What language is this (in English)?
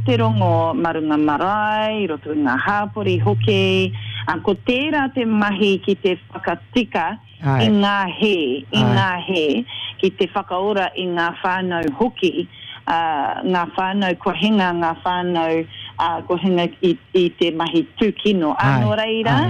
Māori